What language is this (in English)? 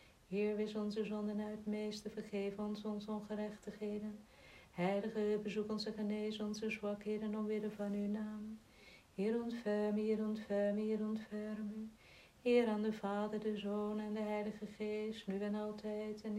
Dutch